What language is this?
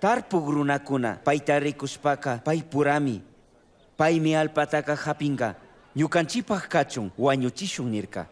Chimborazo Highland Quichua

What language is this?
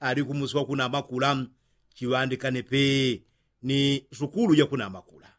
Yao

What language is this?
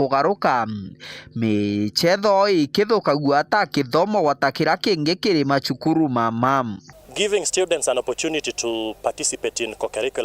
Meru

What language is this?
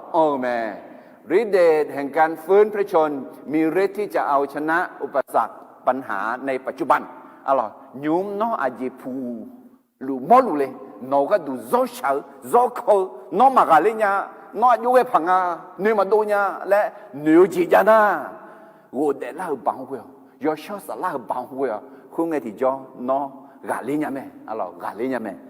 Akha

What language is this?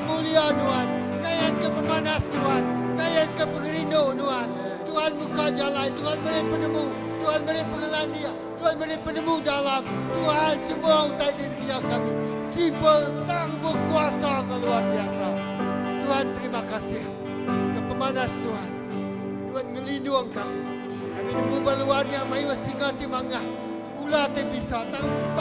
Iban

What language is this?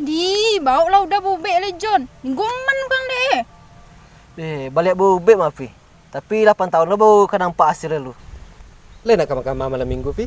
Minangkabau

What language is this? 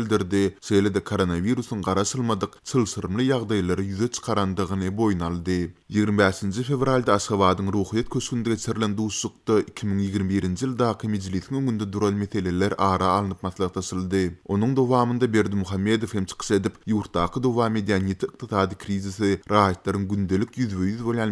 Turkmen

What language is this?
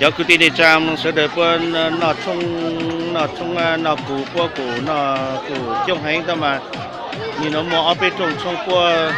Hmong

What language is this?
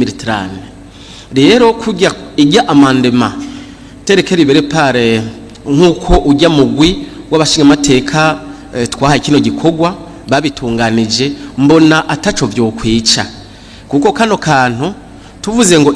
Rundi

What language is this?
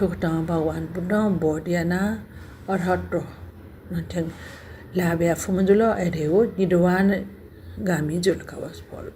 Newari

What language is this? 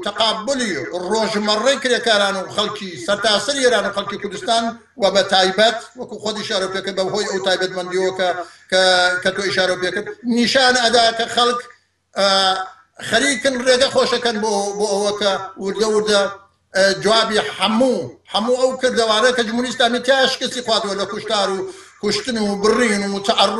Central Kurdish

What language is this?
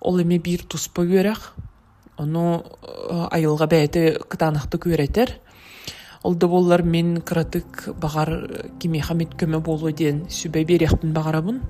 Yakut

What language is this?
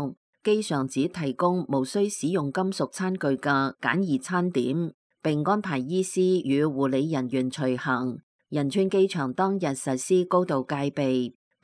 Cantonese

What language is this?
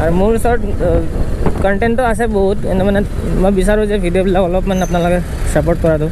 Assamese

